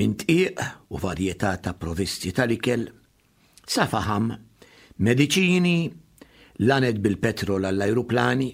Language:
Maltese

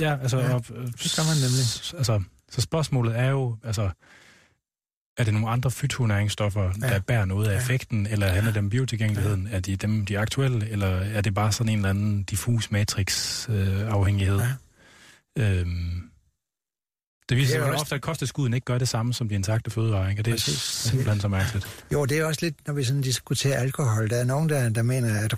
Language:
Danish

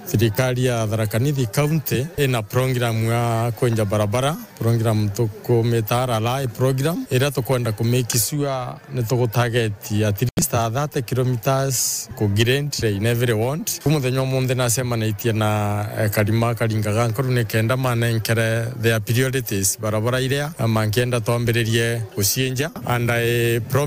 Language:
Meru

